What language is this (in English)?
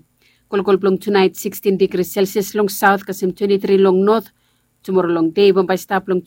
Bislama